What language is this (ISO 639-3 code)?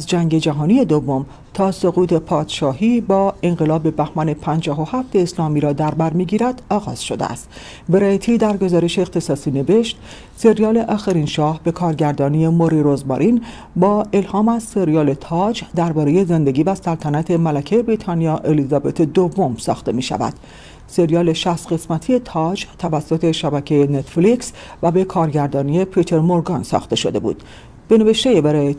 fas